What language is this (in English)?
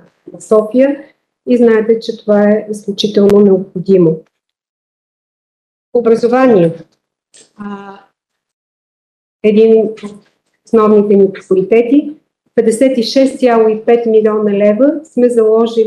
Bulgarian